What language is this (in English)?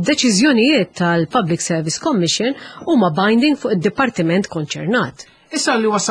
Maltese